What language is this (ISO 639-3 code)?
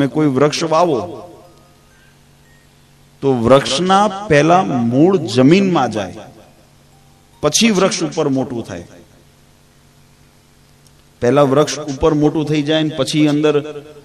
guj